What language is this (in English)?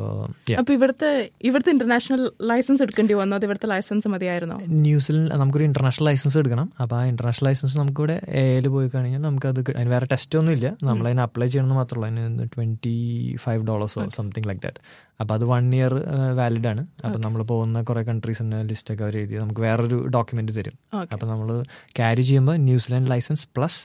Malayalam